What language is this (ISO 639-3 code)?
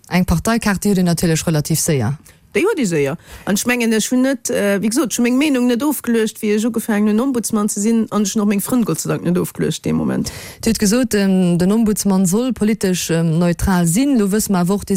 ltz